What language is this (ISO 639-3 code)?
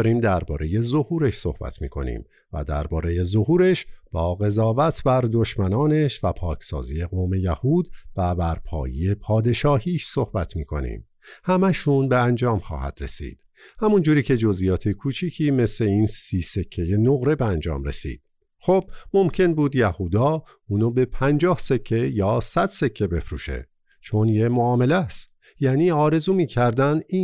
fas